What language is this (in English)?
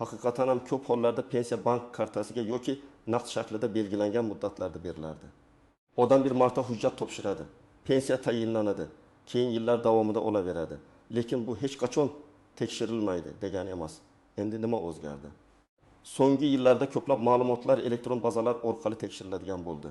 Uzbek